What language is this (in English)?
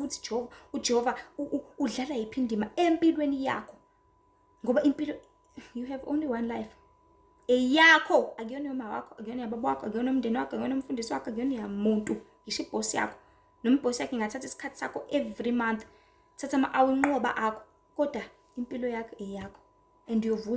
Zulu